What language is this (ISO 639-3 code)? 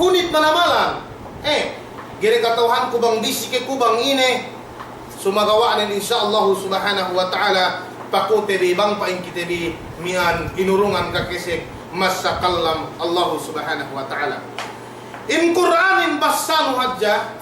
yka